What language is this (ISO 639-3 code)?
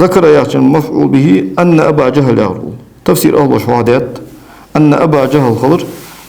inh